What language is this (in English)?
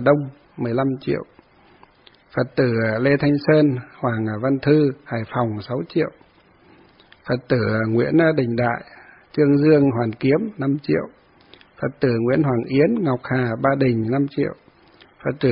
Vietnamese